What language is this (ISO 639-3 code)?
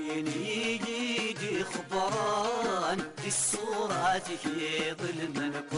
kab